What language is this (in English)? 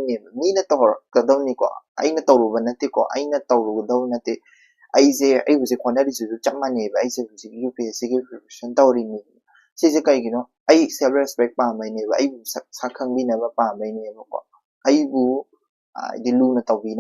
Manipuri